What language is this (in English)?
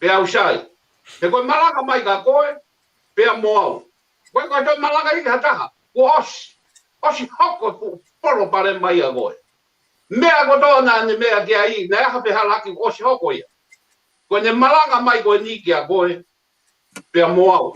Tongan